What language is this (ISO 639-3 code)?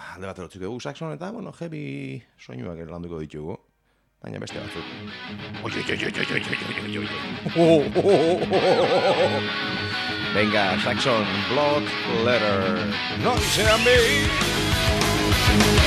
eus